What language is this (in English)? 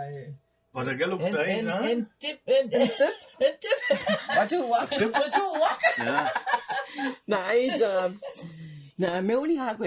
Mi'kmaw